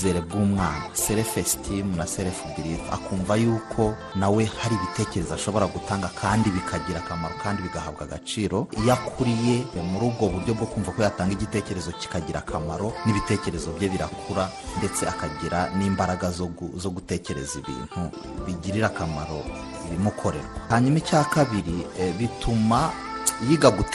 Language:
Kinyarwanda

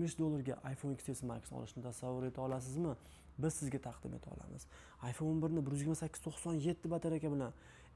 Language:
Uzbek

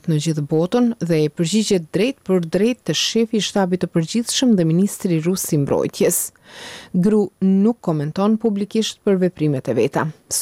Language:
Albanian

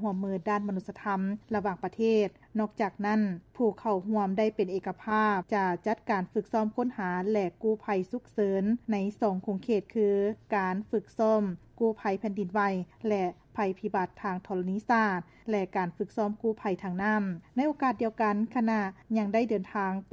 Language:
Lao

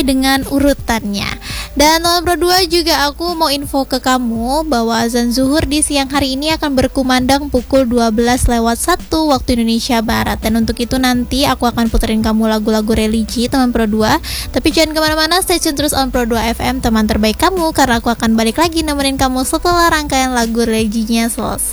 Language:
Indonesian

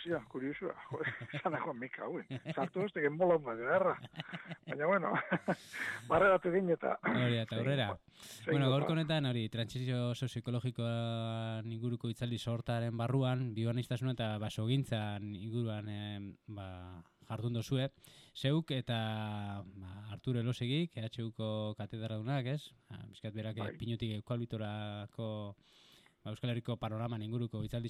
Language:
Basque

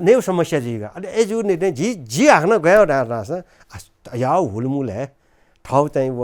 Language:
Newari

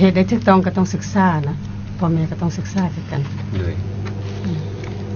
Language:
Lao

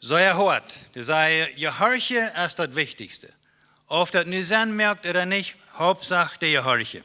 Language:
Plautdietsch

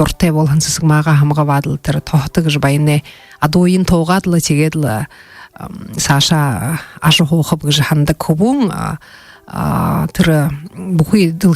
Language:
Buriat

